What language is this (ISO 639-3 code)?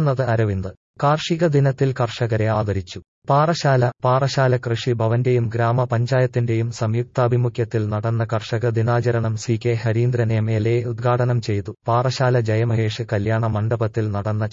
mal